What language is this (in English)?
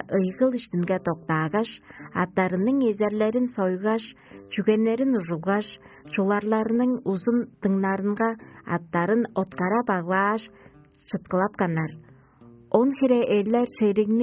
Tuvinian